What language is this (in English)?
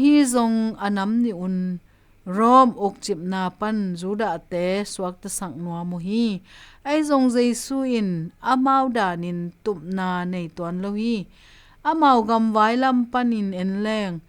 Tedim Chin